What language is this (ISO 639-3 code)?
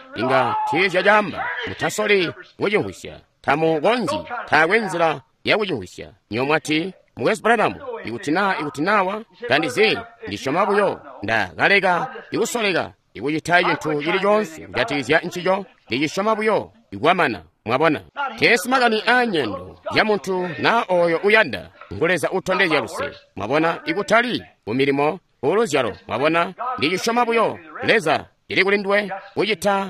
toi